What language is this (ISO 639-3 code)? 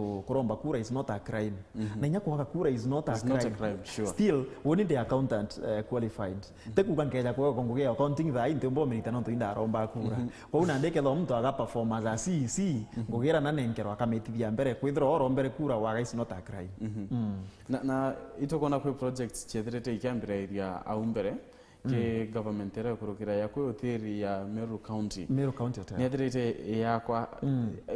mer